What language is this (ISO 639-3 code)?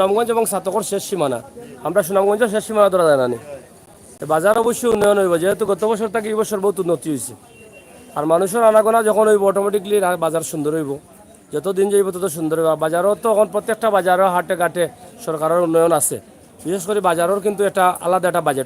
syl